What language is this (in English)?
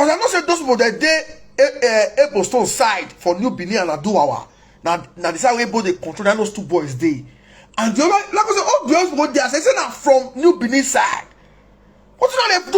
Nigerian Pidgin